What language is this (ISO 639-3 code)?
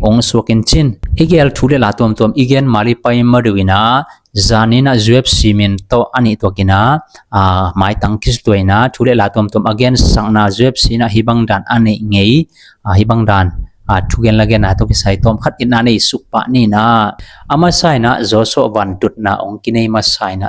ctd